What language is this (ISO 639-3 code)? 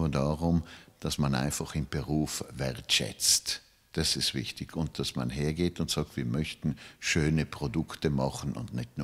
deu